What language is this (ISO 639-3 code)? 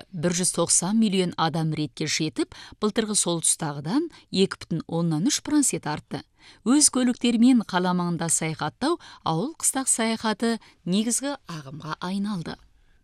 kaz